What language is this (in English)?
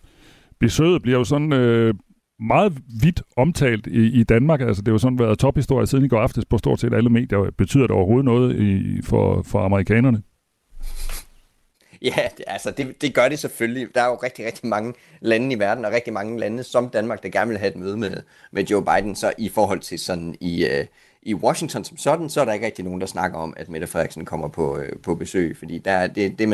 Danish